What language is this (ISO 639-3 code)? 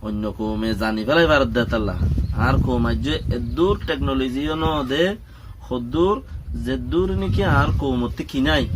rhg